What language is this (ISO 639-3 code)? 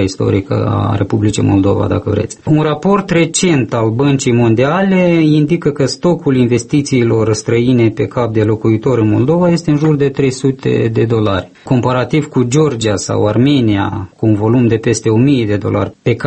ron